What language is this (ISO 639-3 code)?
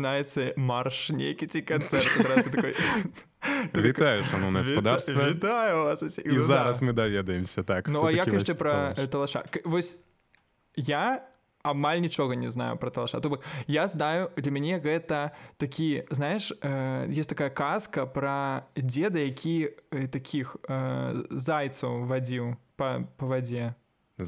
bel